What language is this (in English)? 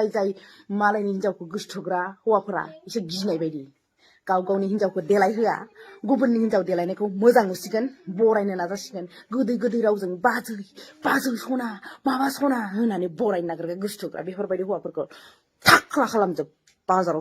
Bodo